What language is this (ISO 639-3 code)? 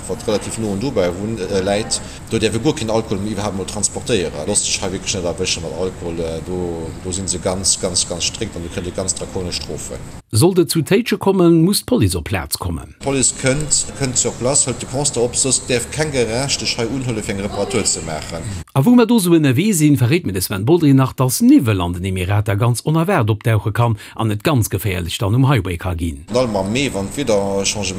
ltz